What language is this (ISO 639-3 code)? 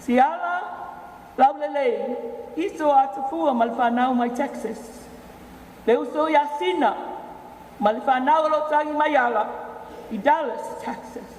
smo